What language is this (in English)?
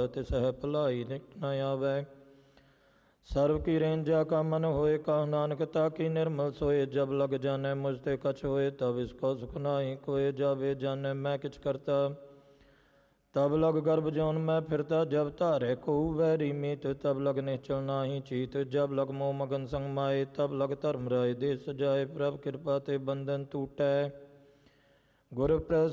Punjabi